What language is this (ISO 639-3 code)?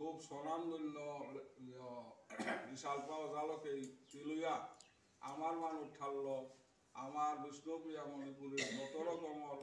bpy